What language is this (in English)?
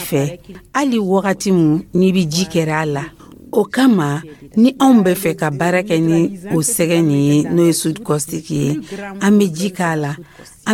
Dyula